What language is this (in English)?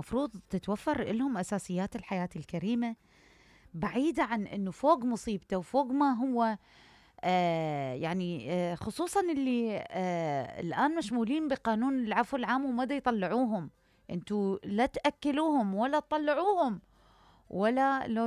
Mesopotamian Arabic